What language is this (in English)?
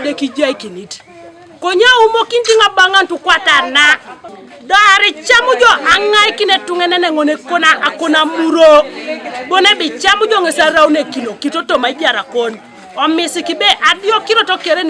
Teso